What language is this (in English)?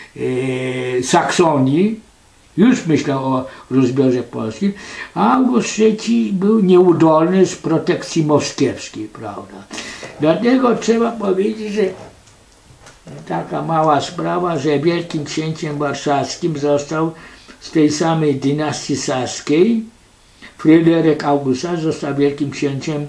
Polish